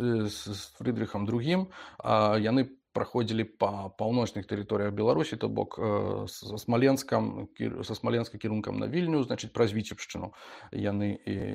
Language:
Belarusian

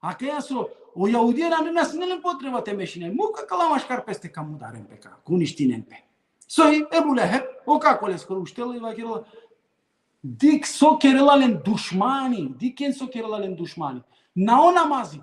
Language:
Balkan Romani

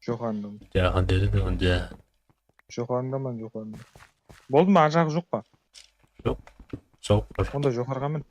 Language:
Kara-Kalpak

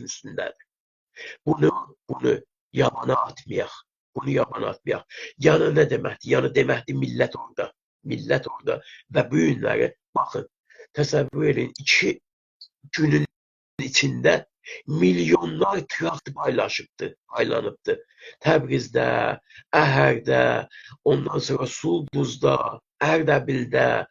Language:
South Azerbaijani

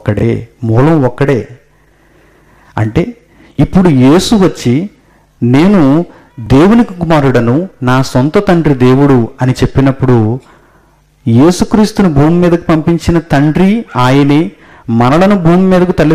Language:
Telugu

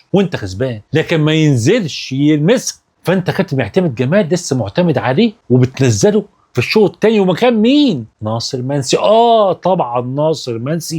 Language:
Egyptian Arabic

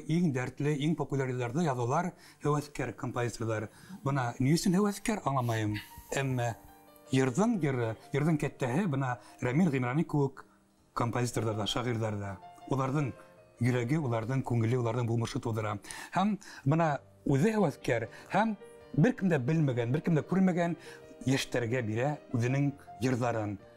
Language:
Bashkir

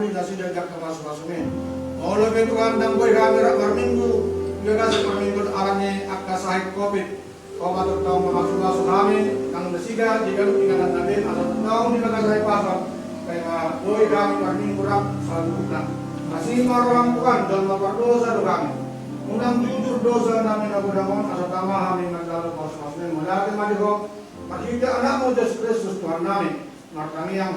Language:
Batak Toba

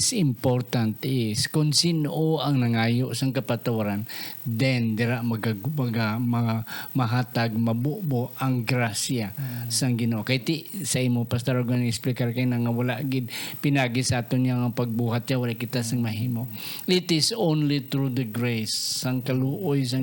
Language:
Hiligaynon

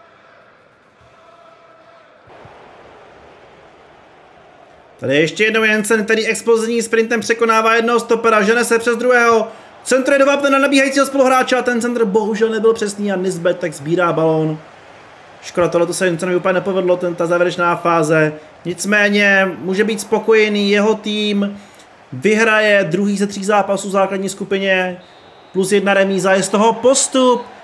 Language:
Czech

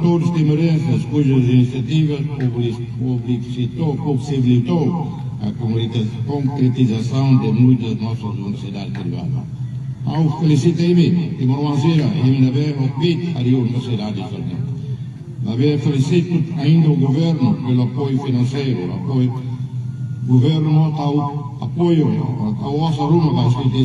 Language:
Tetum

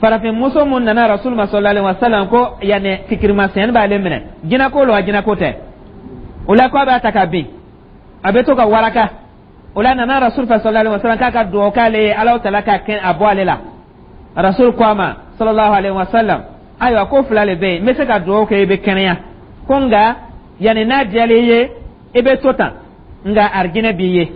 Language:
Dyula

